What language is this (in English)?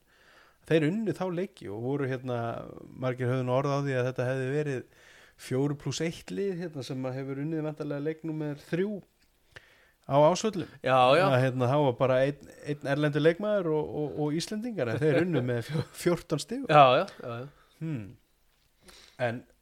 Icelandic